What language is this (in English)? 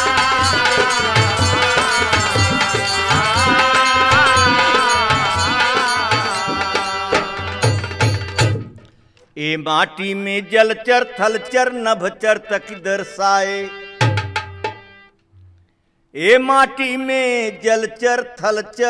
Bhojpuri